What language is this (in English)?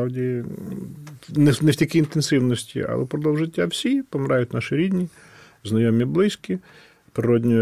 Ukrainian